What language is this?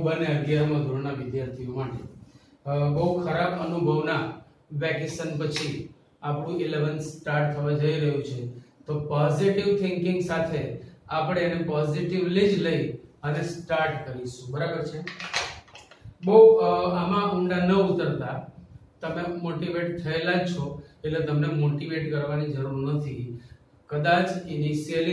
Gujarati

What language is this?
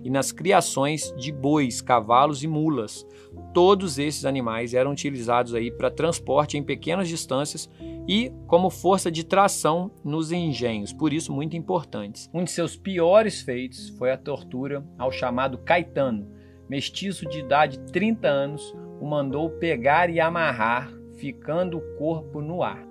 Portuguese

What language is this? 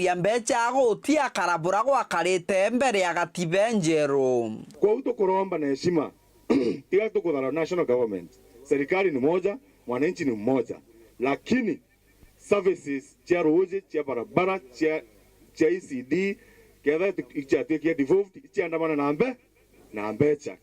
Meru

